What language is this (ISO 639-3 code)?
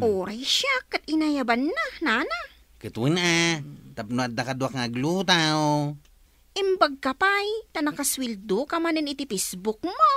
ilo